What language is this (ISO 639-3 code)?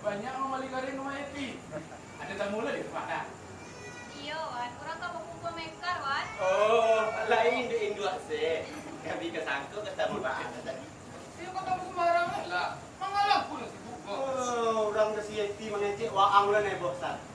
min